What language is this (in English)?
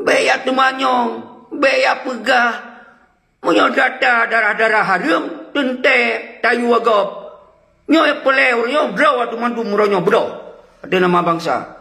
Achinese